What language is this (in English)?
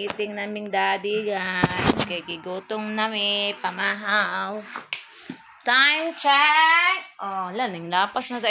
Cebuano